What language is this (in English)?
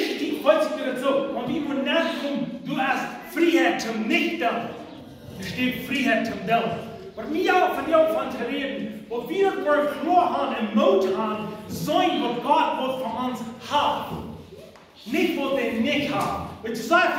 Plautdietsch